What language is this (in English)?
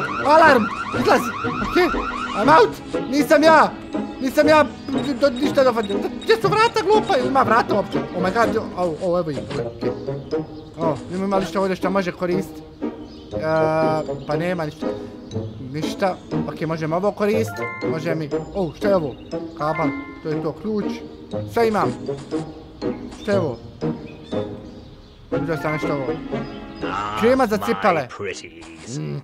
Bosnian